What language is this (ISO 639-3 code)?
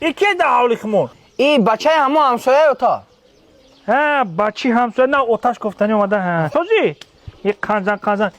tgk